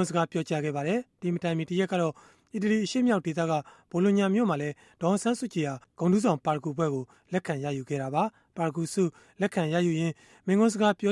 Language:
Burmese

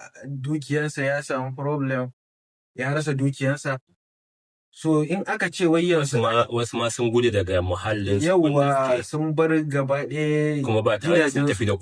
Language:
Hausa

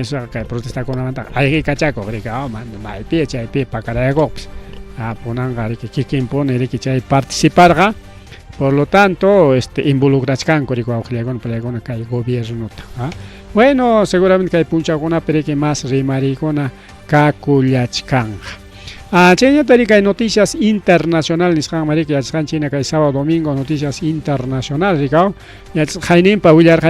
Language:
Ayacucho Quechua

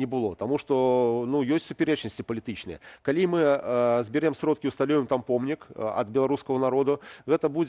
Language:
Belarusian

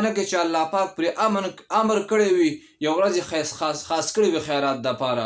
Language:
Pashto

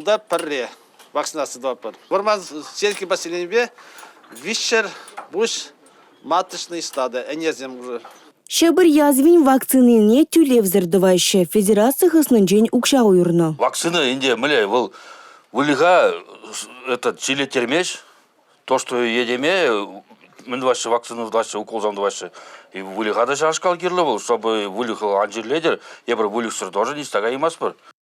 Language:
Chuvash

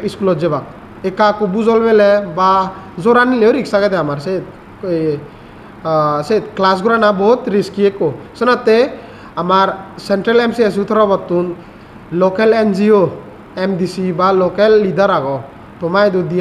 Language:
Chakma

